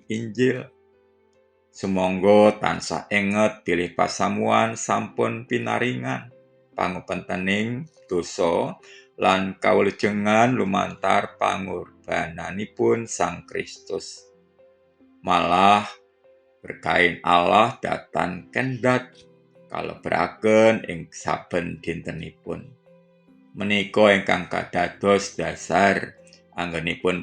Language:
Javanese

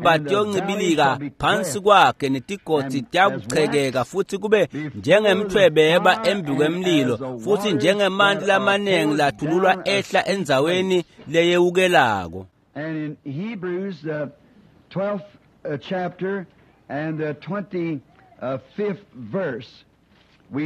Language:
Swati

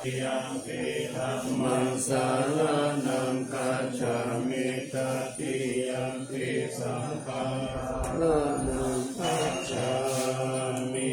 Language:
Pali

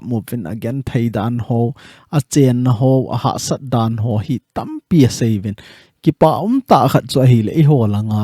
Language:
Thado Chin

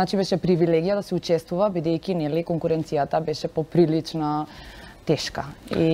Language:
Macedonian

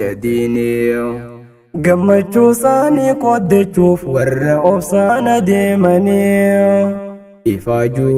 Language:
Oromo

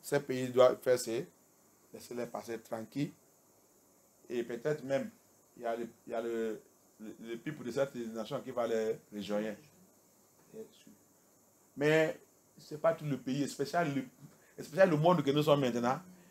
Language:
French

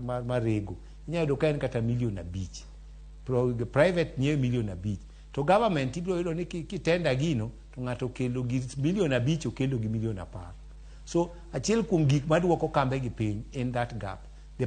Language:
Luo (Kenya and Tanzania)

